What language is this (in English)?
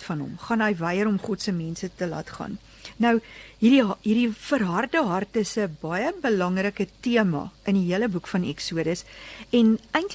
Afrikaans